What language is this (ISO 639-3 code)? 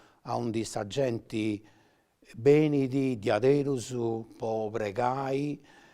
srd